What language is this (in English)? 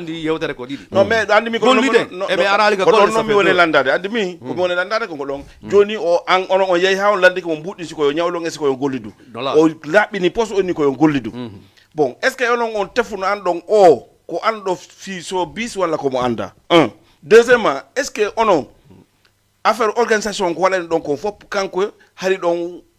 Fula